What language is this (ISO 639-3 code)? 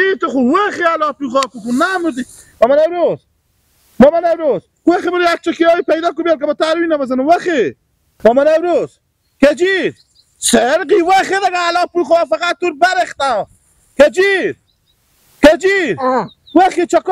haz